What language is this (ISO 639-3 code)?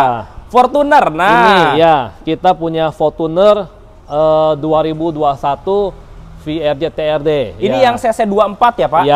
ind